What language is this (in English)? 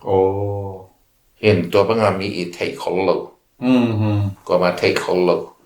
Tedim Chin